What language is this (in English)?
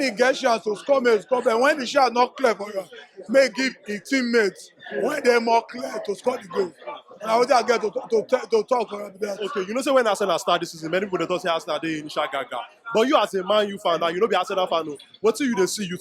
Nigerian Pidgin